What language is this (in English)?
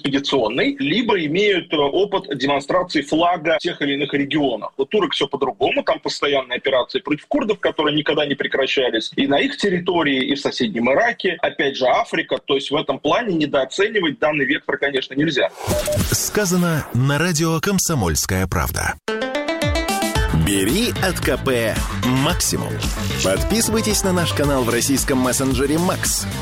Russian